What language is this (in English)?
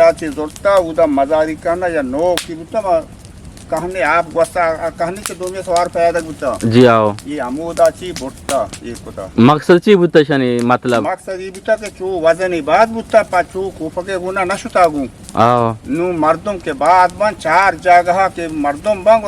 Eastern Balochi